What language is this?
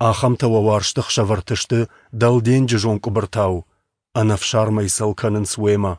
Ossetic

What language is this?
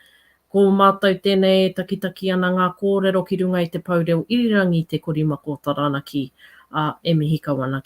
Māori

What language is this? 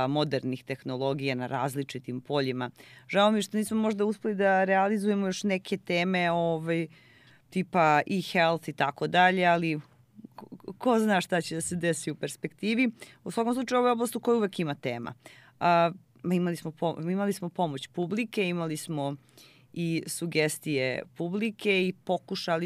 Serbian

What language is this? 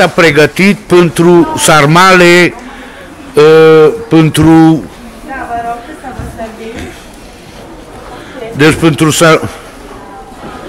Romanian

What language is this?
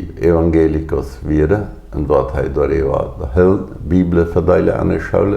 Plautdietsch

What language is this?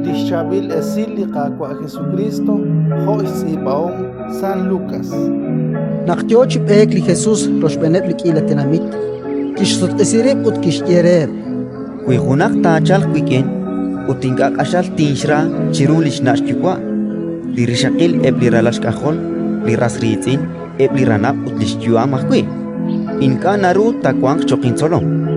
Kekchí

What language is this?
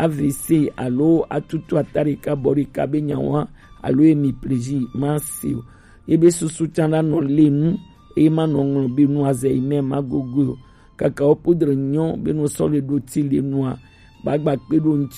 Gen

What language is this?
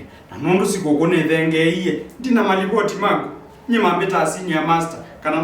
Kamba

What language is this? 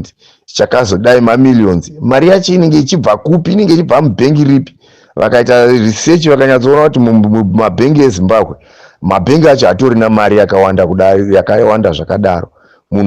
Shona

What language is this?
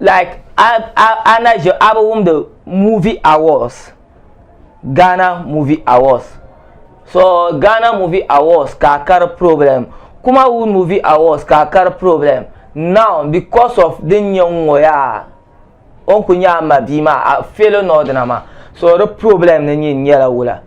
Dagbani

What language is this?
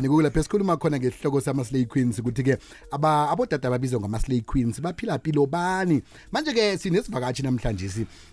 South Ndebele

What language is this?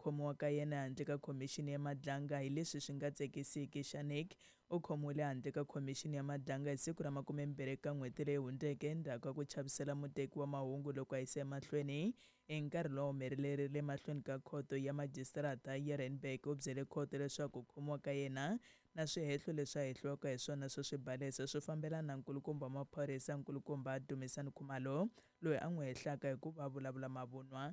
Tsonga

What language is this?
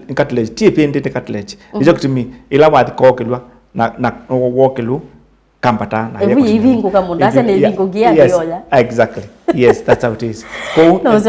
Kamba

